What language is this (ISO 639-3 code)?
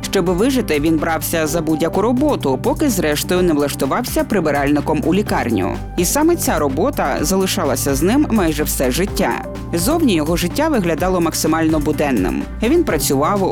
ukr